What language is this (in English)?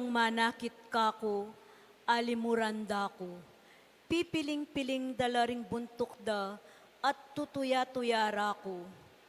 Pampanga